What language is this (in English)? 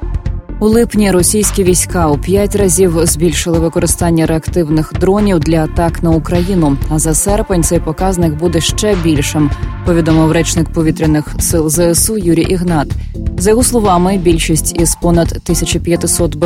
Ukrainian